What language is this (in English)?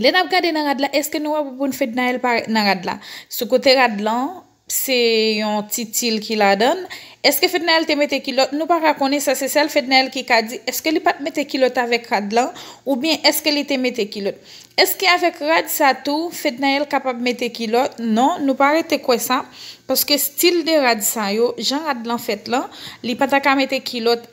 Haitian Creole